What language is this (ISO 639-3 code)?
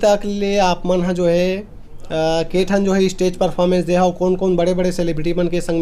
hne